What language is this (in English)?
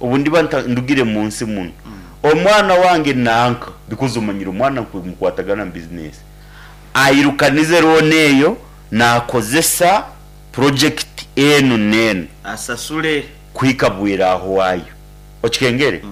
Nyankole